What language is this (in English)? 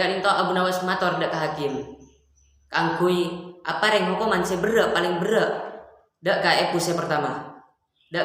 Madurese